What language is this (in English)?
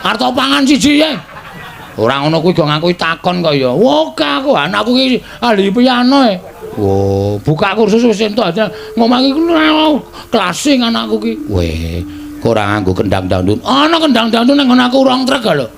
Javanese